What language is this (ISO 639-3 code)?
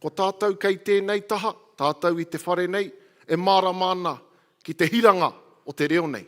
mri